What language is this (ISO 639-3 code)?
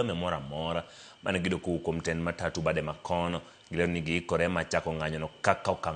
luo